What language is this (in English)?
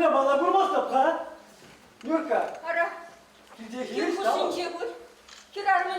Chuvash